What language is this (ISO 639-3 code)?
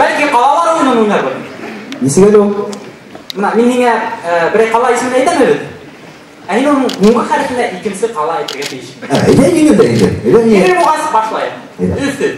bak